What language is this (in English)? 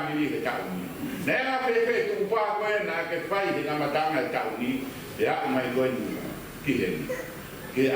Tongan